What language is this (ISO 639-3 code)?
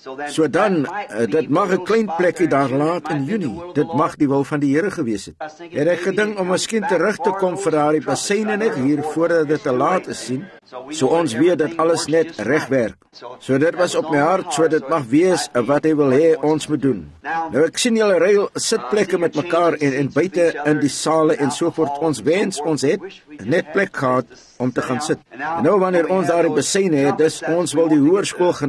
afr